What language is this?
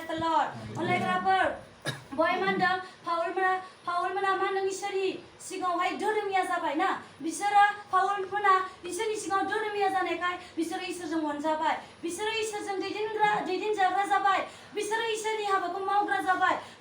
Bodo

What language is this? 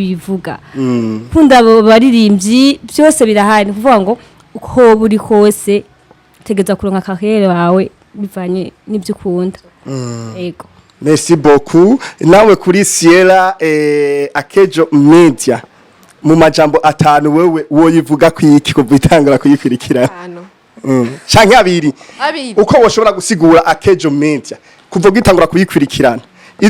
Rundi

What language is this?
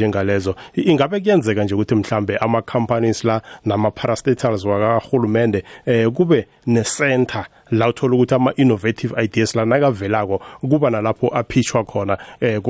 South Ndebele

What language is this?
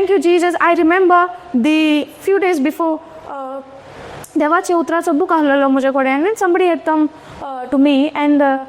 Konkani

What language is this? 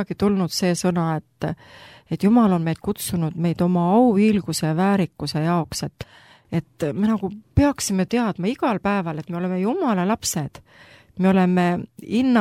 Estonian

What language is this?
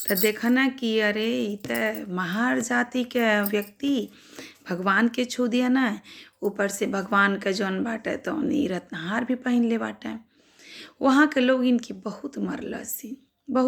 Bhojpuri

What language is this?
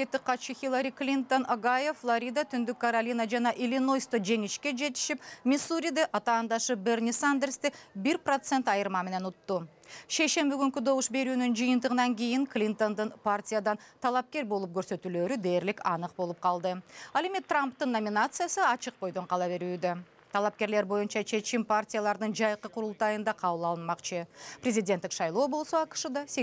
Kyrgyz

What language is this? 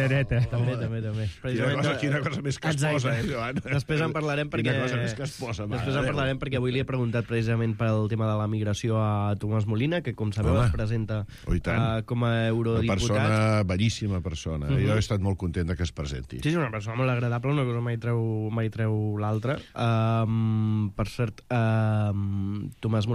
Catalan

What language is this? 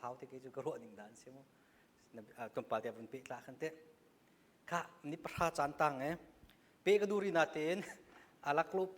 Hakha Chin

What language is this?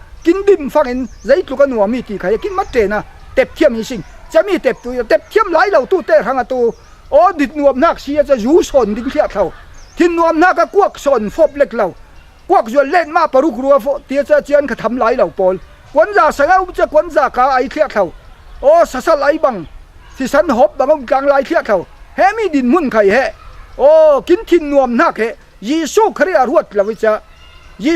Falam Chin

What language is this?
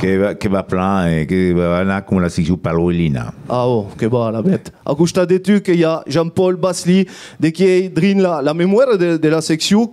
Occitan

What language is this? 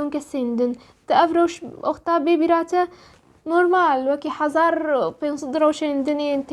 Kurdish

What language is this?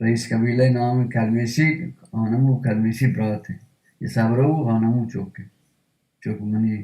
Baluchi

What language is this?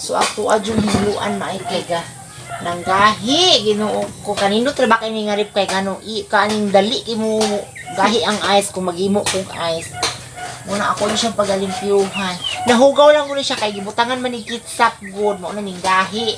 Cebuano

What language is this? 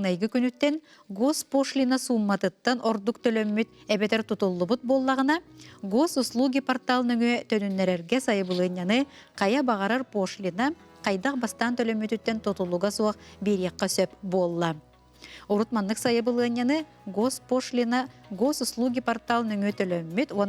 Yakut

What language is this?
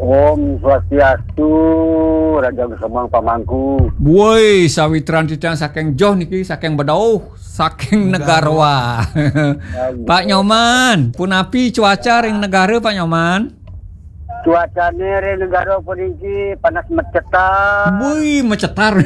Balinese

